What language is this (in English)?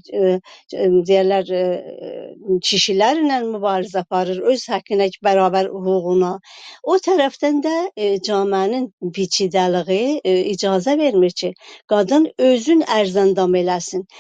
South Azerbaijani